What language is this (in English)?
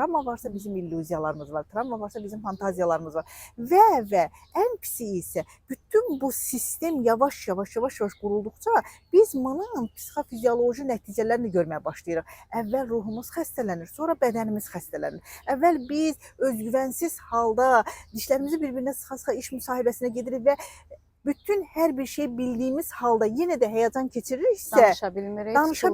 Azerbaijani